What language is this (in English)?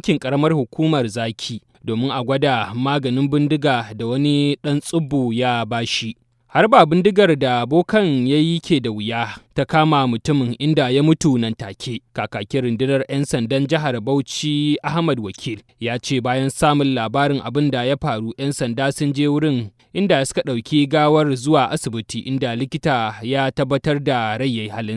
Hausa